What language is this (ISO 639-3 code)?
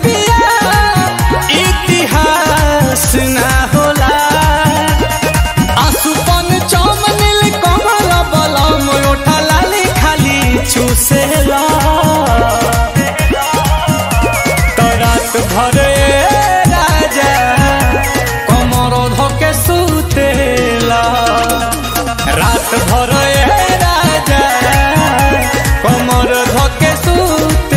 bho